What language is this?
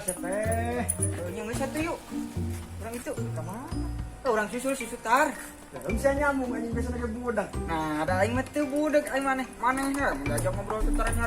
Sundanese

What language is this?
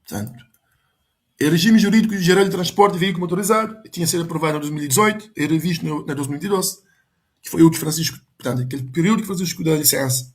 Kabuverdianu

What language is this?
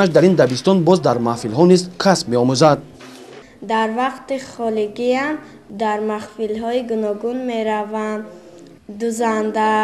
Tajik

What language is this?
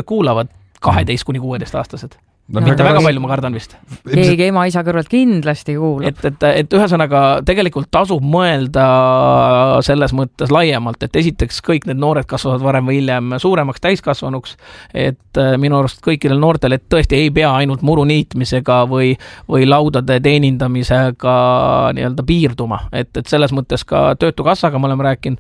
Estonian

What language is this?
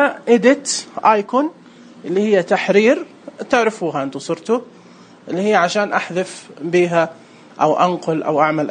Najdi Arabic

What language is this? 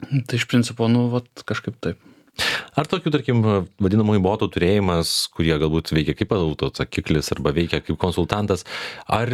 Lithuanian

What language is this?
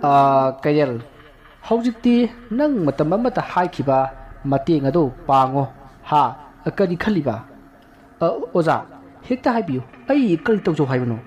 Manipuri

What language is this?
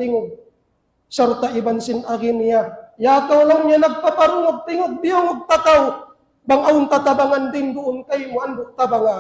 Tausug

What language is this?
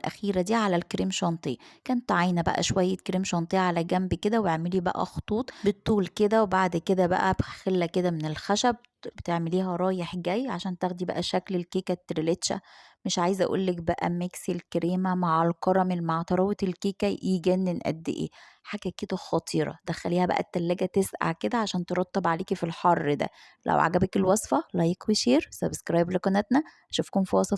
Egyptian Arabic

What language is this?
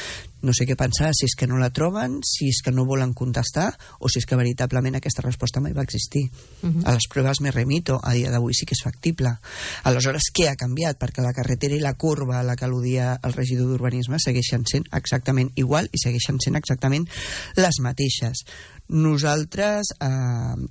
Catalan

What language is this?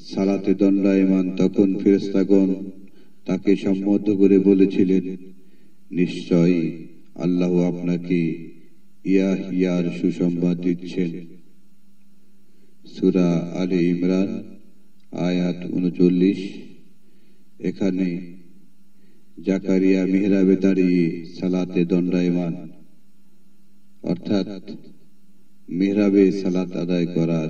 Bangla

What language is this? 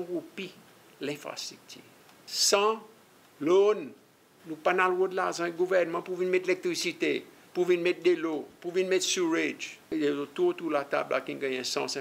Seselwa Creole French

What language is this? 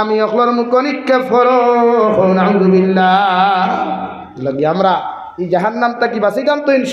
Sylheti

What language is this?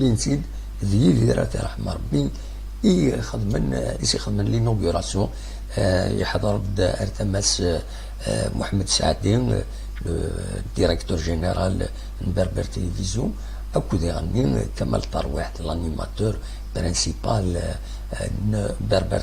Kabyle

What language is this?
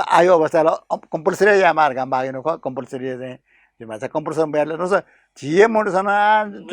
Newari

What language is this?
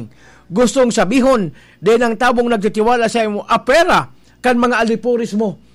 Bikol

